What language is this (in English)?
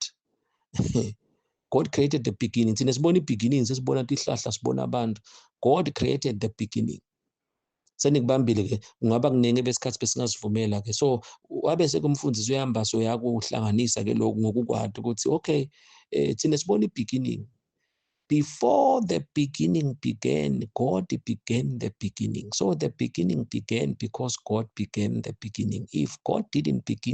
Zulu